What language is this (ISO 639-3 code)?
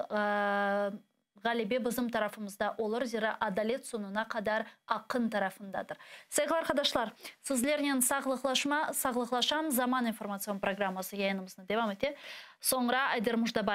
crh